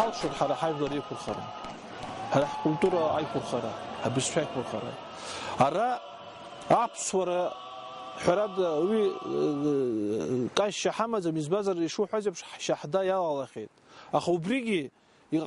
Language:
Abkhazian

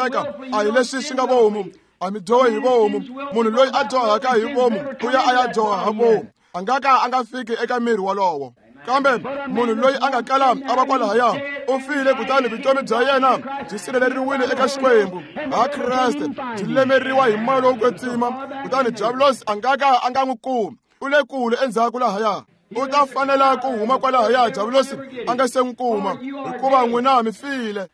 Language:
Tsonga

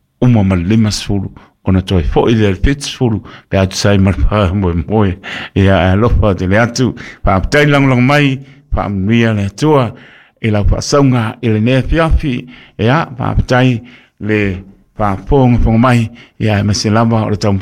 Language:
Samoan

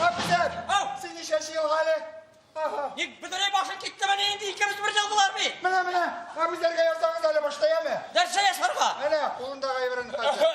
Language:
Tatar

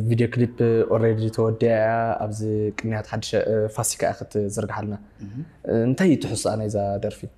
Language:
Tigrinya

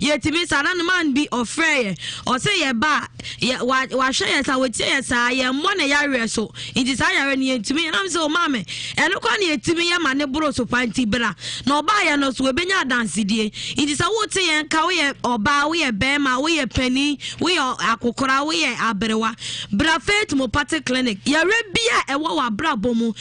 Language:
Akan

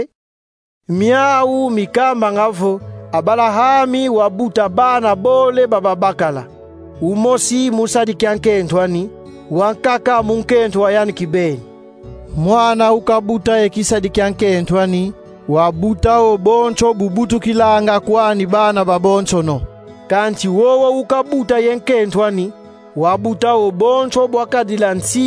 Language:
Kongo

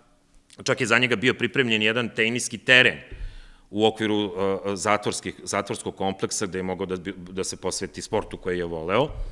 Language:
Serbian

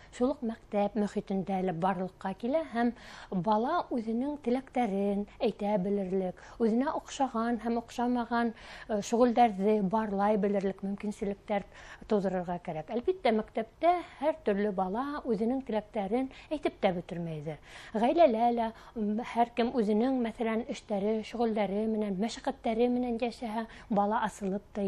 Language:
Bashkir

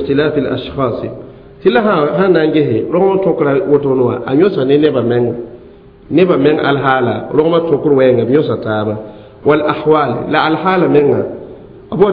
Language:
Mossi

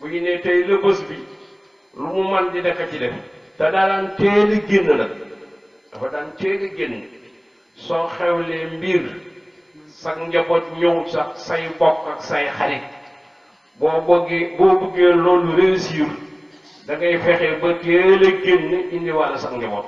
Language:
Wolof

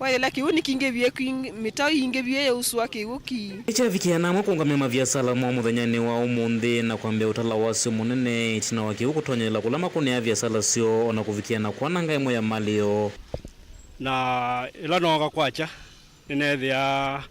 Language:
Kamba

